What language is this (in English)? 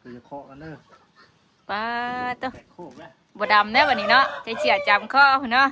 Northeastern Thai